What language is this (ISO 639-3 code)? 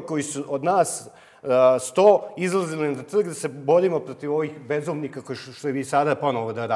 srp